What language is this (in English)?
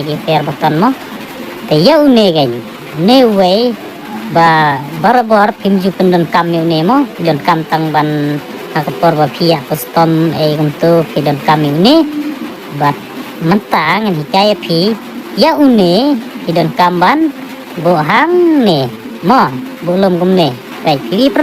Khasi